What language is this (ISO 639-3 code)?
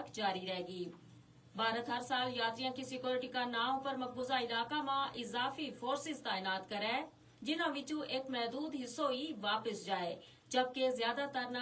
gju